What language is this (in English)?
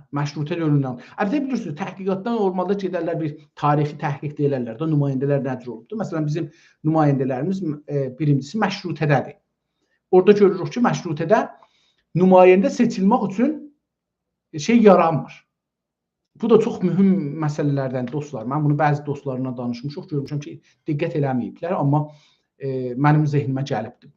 South Azerbaijani